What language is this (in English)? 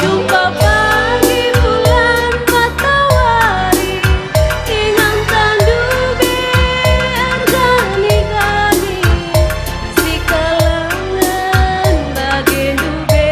Batak Karo